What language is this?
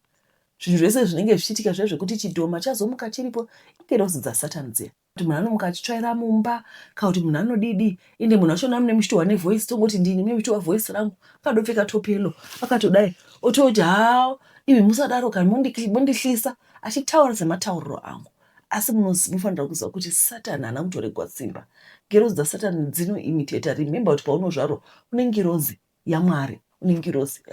Shona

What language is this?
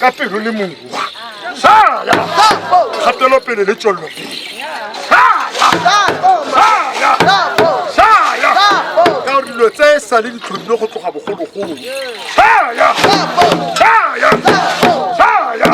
Tswana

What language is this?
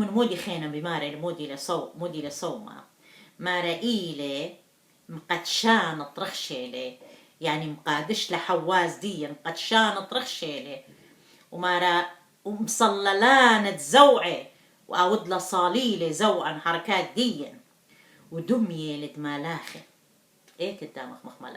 Assyrian Neo-Aramaic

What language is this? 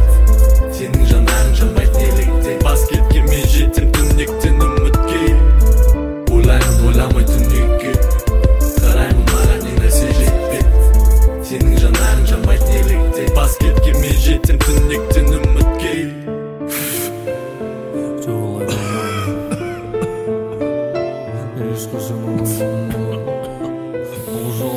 Kazakh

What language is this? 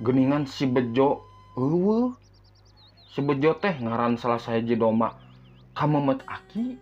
Sundanese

